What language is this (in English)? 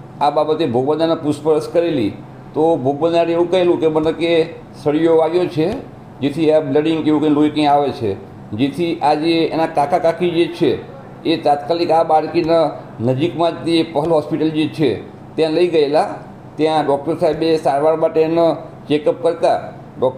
Gujarati